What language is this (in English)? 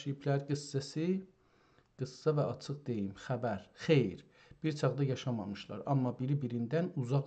South Azerbaijani